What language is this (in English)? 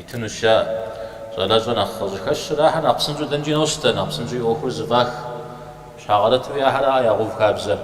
Kabardian